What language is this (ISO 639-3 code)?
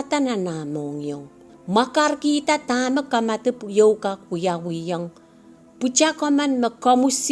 pon